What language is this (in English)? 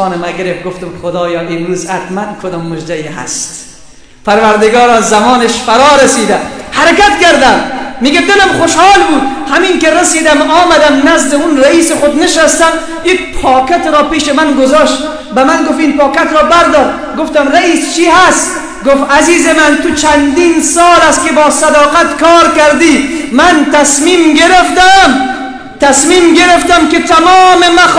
Persian